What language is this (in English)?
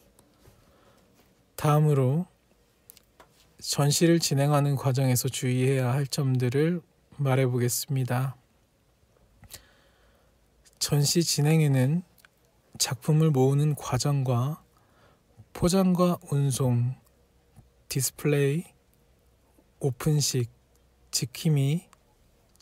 Korean